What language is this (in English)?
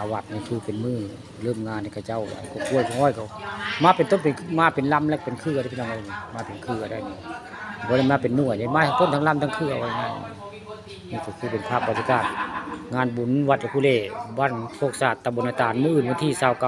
Northeastern Thai